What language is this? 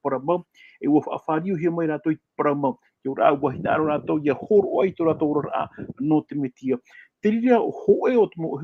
Tahitian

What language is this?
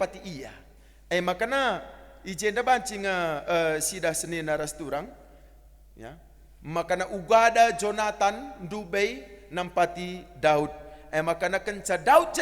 Batak Karo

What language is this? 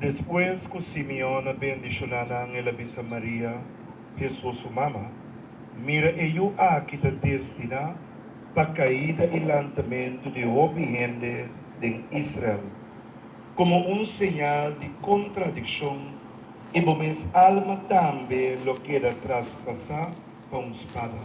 Papiamento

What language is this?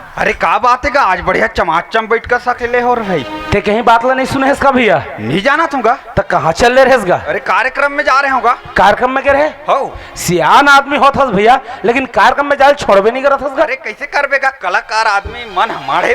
Chhattisgarhi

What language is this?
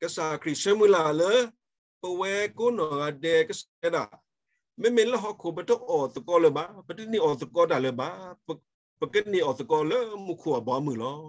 S'gaw Karen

